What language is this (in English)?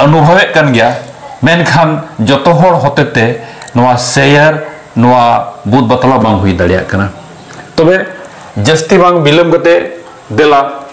Santali